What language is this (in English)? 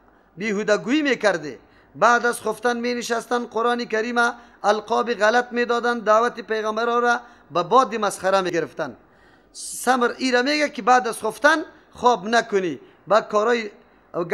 Persian